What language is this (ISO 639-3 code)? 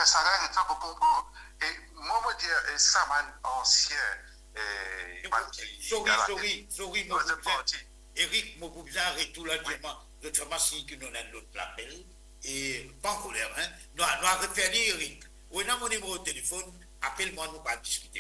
mfe